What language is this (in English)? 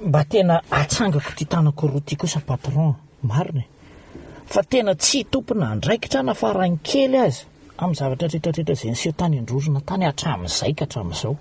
Malagasy